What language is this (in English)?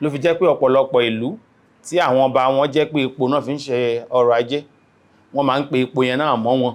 Yoruba